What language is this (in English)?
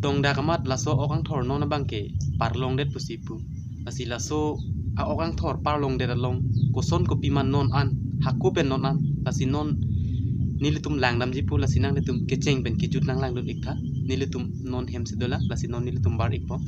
Karbi